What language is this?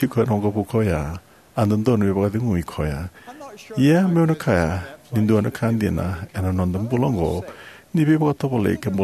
Fijian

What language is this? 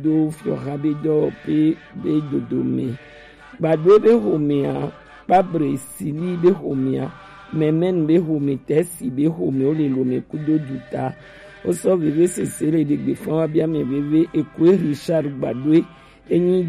Gen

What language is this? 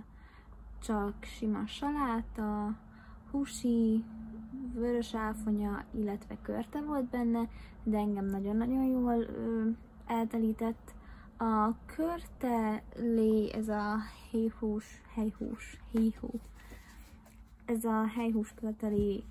Hungarian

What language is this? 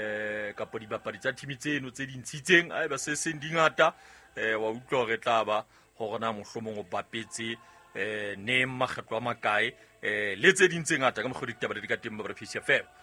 Southern Sotho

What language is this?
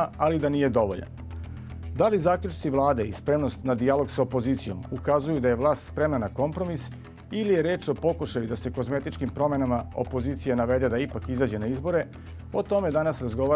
Serbian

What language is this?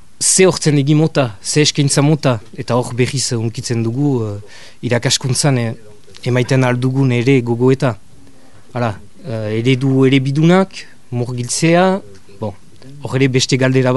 Basque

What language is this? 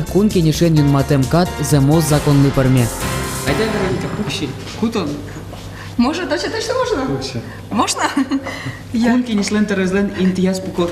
Udmurt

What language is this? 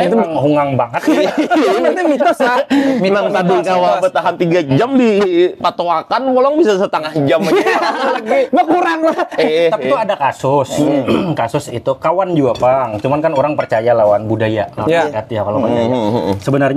Banjar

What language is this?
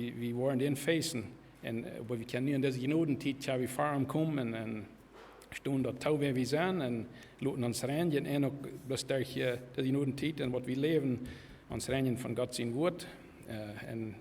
Plautdietsch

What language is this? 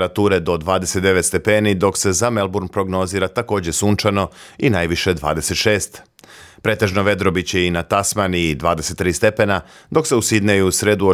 Serbian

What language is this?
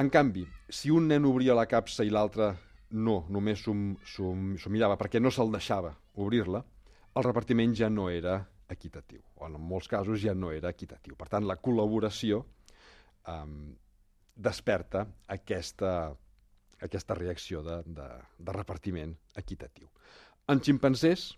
Catalan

